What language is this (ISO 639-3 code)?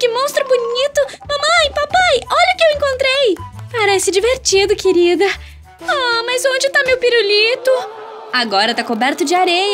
por